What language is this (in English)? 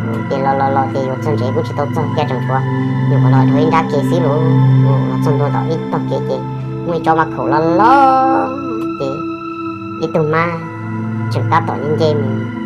Hmong